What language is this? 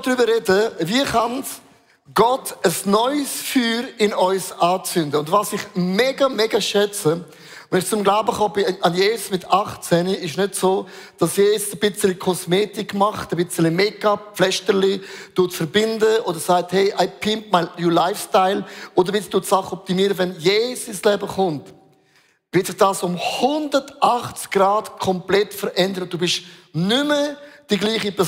Swiss German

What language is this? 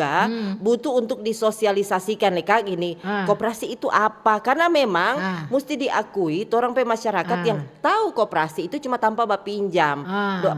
Manado Malay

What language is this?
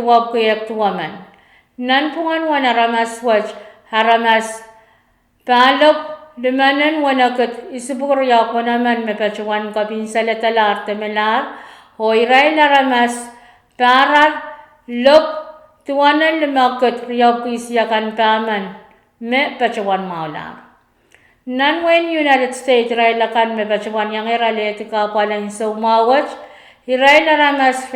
Pohnpeian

